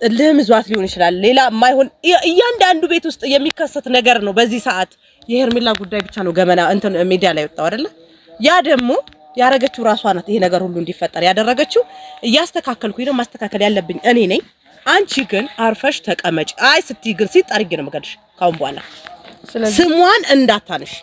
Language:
Amharic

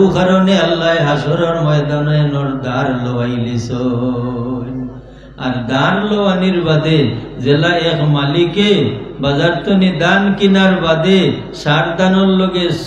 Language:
Sylheti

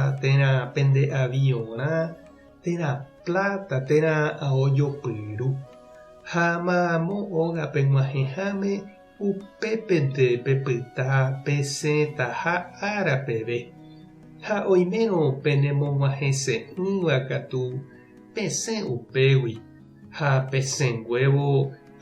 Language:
Guarani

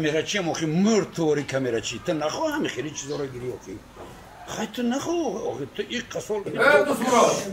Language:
Tajik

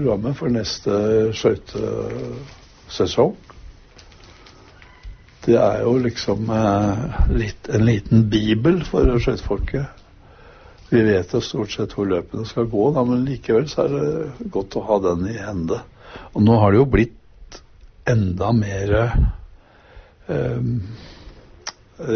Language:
Norwegian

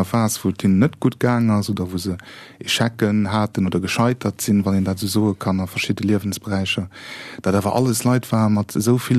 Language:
Luxembourgish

